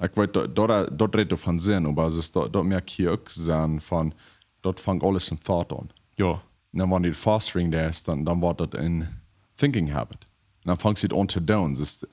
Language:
Plautdietsch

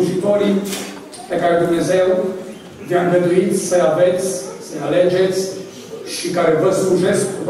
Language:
Romanian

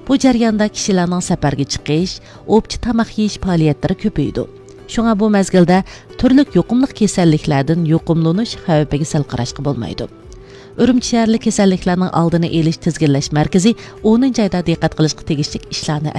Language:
Uyghur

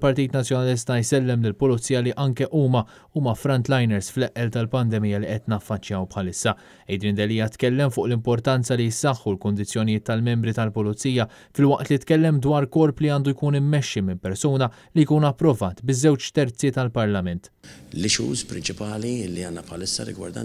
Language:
Maltese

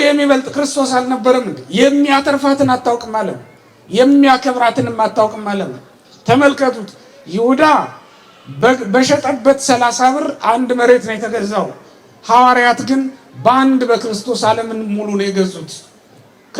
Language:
Amharic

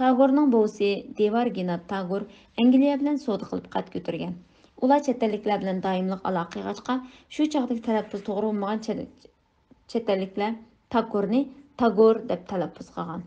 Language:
Uyghur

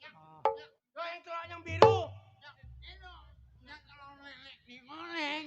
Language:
Betawi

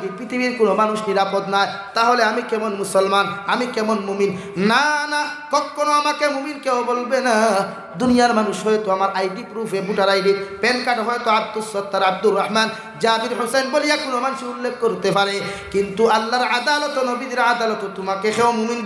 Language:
Sylheti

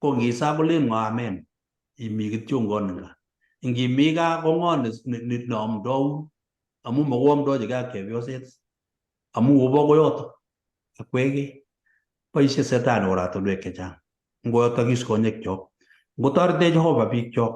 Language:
Kalenjin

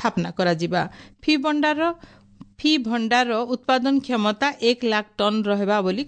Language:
Odia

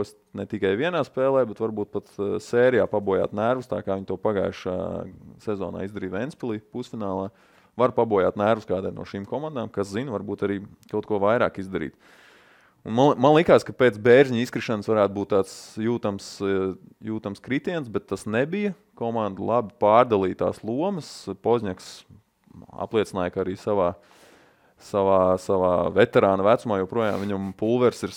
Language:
Latvian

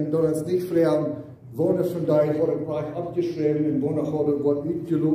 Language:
Plautdietsch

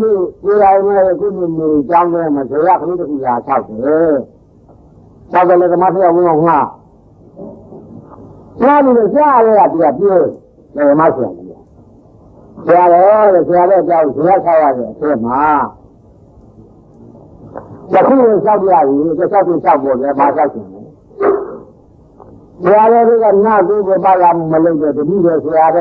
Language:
Burmese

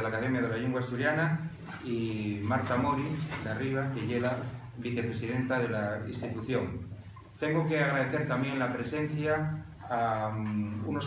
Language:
Asturian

